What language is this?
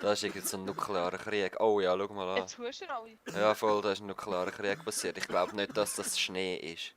Swiss German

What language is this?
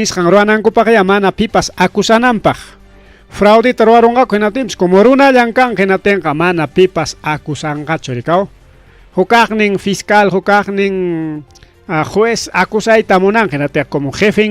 Ayacucho Quechua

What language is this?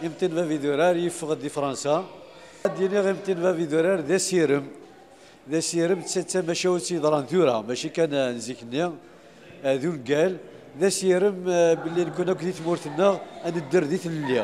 Kabyle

